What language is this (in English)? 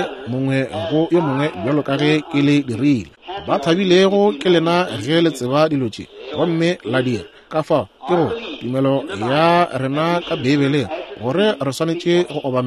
Northern Sotho